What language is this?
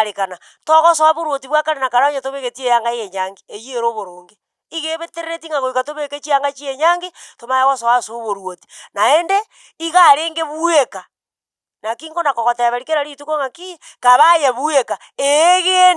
Gusii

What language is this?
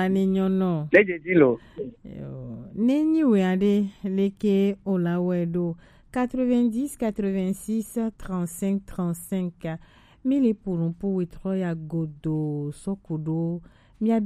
Gen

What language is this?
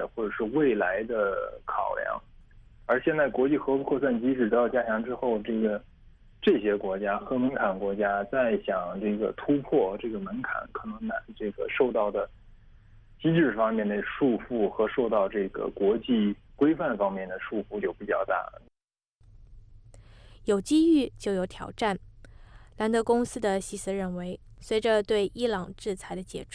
Chinese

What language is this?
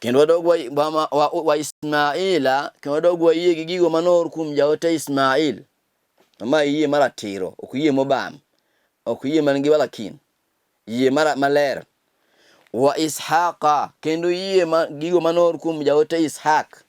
Luo (Kenya and Tanzania)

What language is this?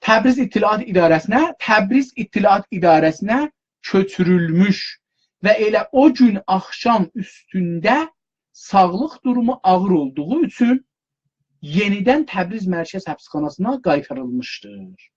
South Azerbaijani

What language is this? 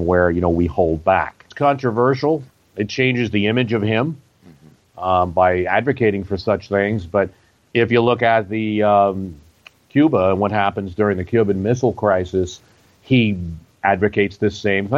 English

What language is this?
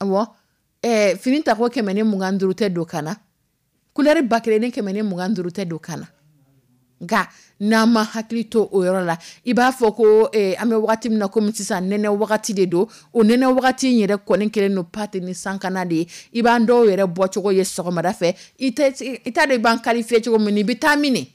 Dyula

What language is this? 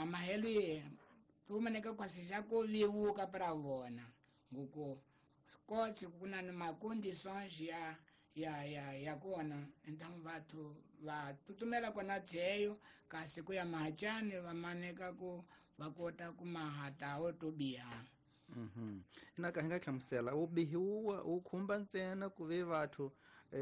Tsonga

